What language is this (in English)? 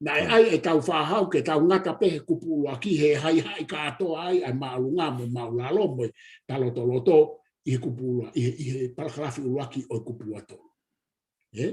Tongan